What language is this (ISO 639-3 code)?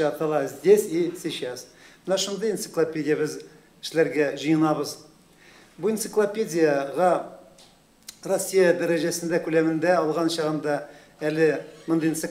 tat